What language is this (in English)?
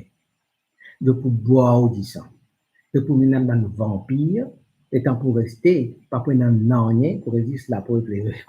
Morisyen